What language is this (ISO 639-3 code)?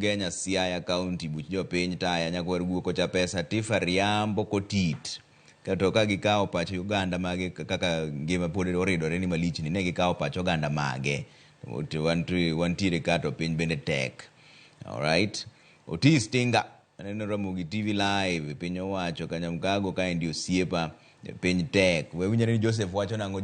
luo